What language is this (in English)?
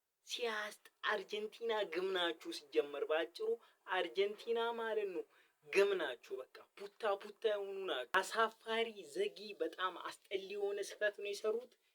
Amharic